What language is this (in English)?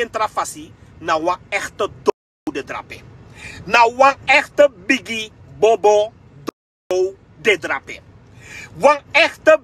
Sranan Tongo